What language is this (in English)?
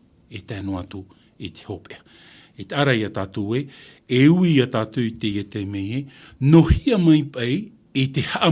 Tahitian